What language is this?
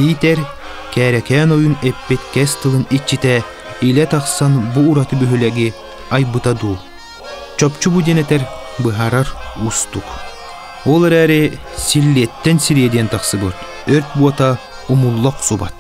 Yakut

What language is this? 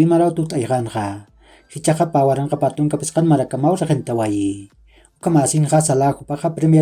Aymara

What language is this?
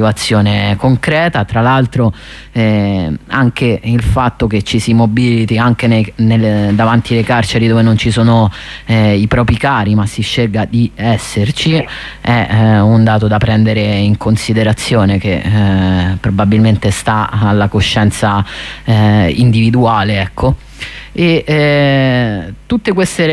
Italian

